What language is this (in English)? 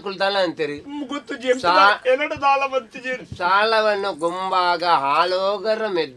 Tulu